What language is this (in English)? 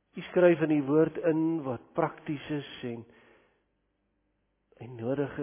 Afrikaans